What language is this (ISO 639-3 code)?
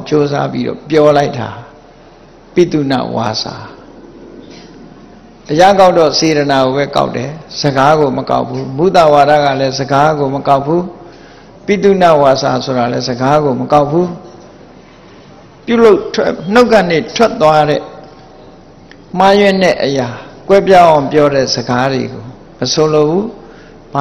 mya